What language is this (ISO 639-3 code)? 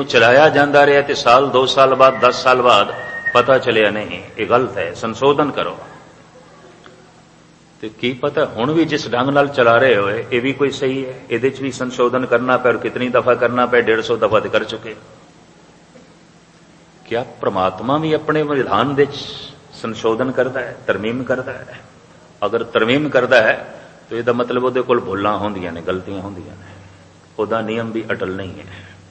pan